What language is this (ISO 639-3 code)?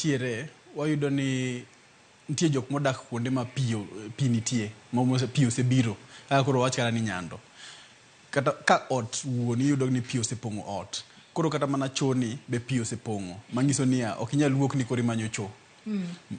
luo